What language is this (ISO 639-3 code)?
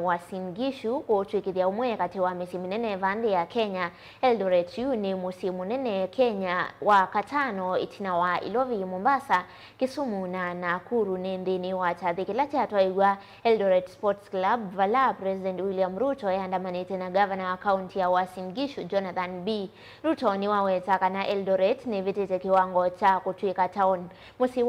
kam